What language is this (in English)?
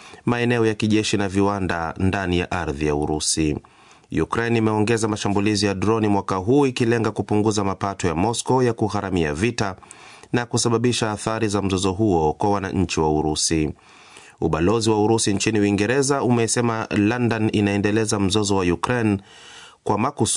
Swahili